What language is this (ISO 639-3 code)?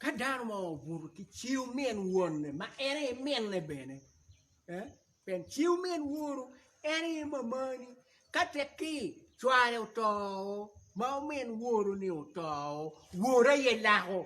ach